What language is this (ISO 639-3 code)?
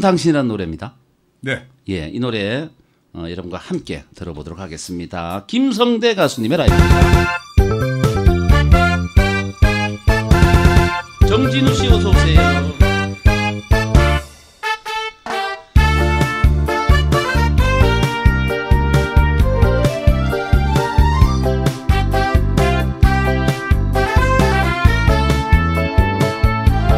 kor